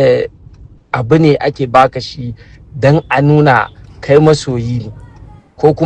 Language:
Hausa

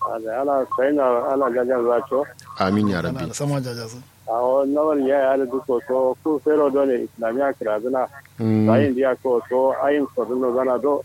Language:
Kanuri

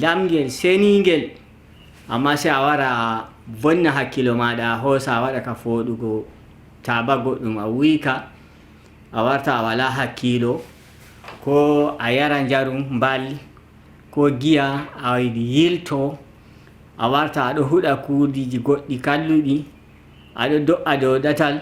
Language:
Nigerian Fulfulde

